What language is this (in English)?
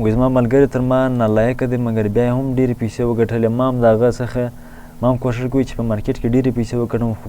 Pashto